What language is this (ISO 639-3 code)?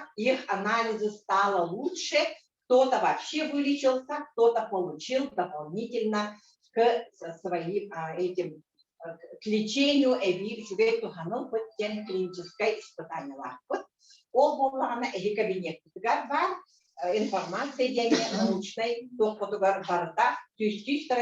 sah